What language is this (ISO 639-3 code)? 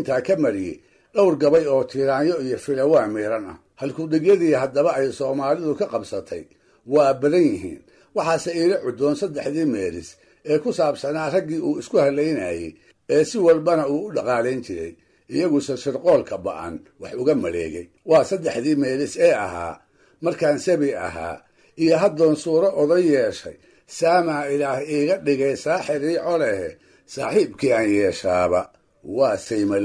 som